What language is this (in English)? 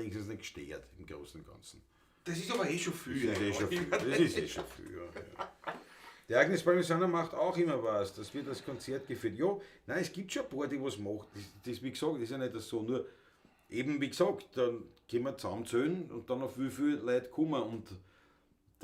Bavarian